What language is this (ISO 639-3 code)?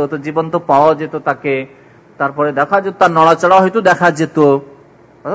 ben